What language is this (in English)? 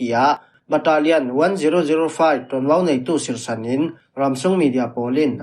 Falam Chin